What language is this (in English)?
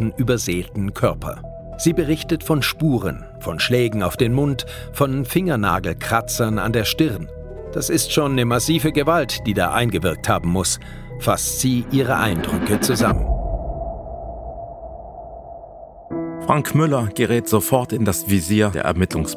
German